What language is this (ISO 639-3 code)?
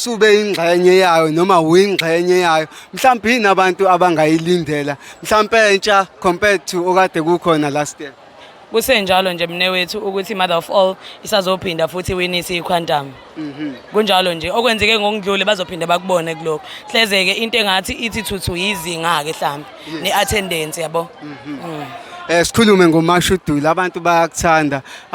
zul